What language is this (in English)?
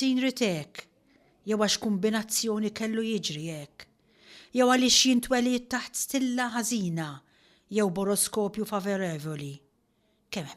Maltese